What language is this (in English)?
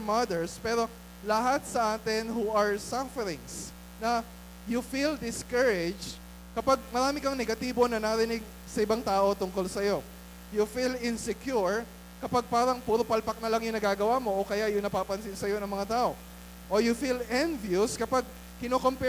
Filipino